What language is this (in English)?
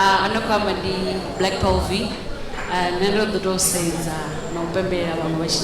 Venda